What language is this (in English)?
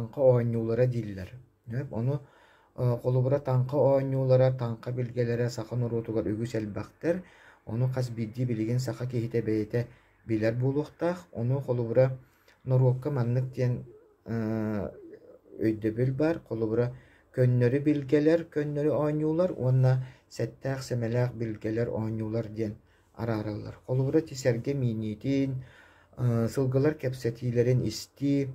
Yakut